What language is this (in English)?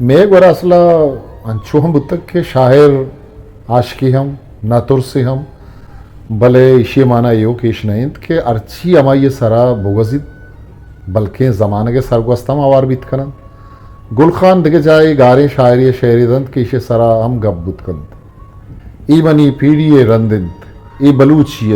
Eastern Balochi